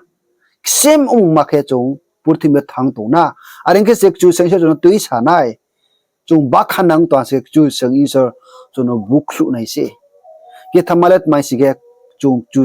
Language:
Riang (India)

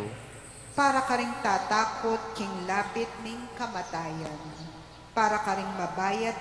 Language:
Pampanga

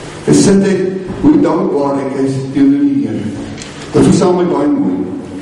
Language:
Afrikaans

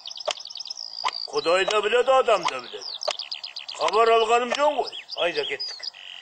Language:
Kazakh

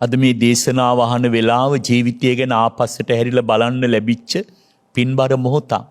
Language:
Sinhala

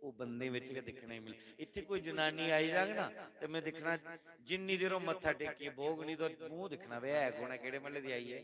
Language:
Dogri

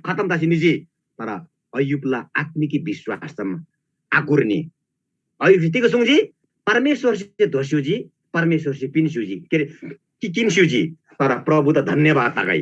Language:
Eastern Tamang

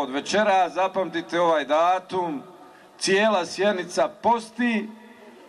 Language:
Bosnian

